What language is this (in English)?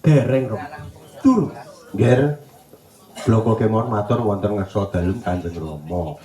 Javanese